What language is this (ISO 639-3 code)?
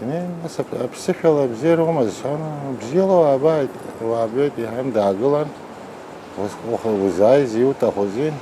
abk